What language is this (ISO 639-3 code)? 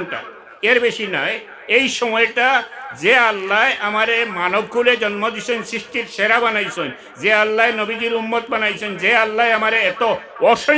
syl